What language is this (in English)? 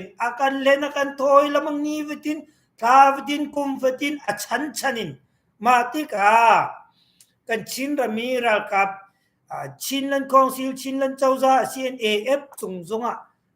Hakha Chin